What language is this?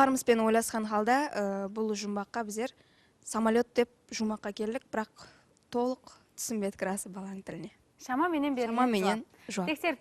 Kara-Kalpak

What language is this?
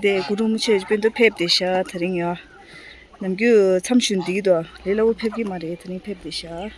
Tibetan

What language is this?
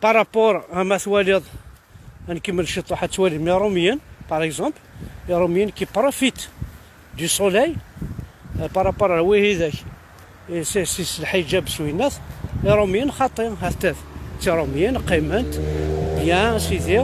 Kabyle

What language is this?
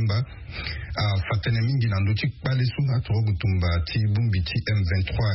Sango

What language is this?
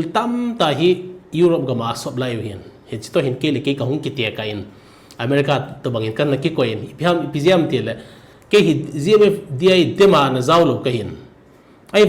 Thado Chin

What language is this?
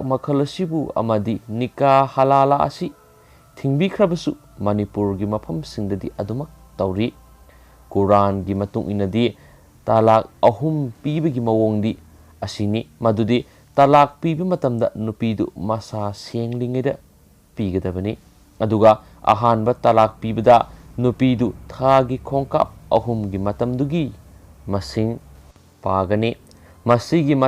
Manipuri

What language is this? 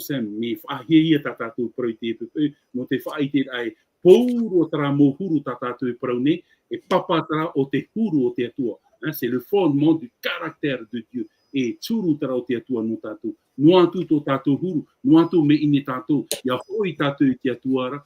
Tahitian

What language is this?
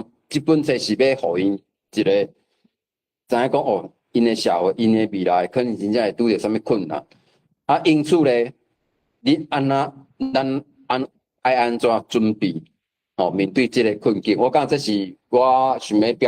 Min Nan Chinese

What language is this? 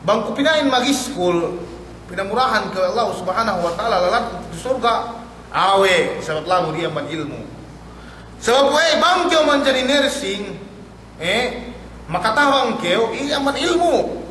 Yakan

